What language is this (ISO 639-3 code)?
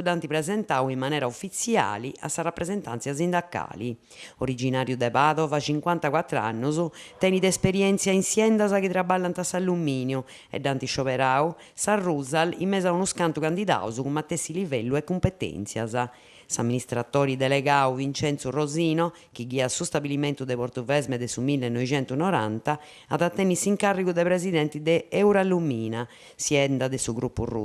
srd